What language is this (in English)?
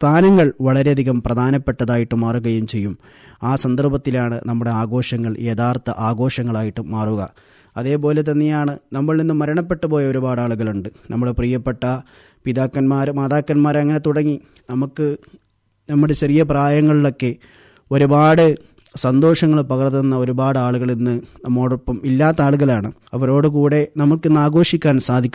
Malayalam